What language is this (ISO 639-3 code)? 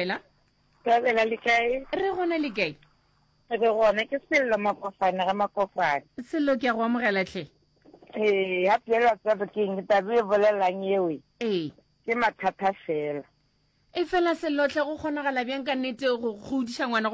nso